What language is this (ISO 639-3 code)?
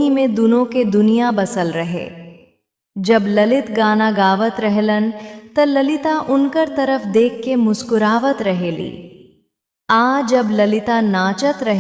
bho